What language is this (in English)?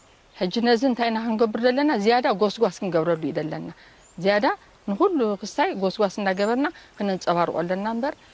Tigrinya